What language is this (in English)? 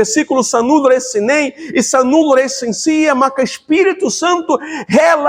Tetum